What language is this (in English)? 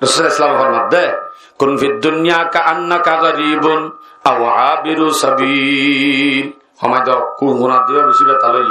Rohingya